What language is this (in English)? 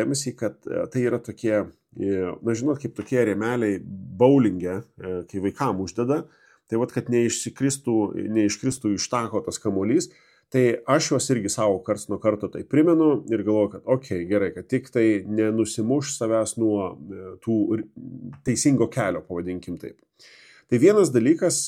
Lithuanian